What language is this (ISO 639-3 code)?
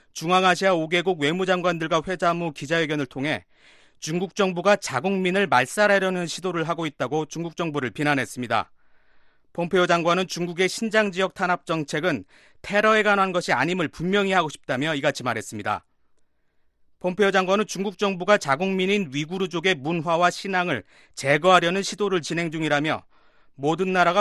kor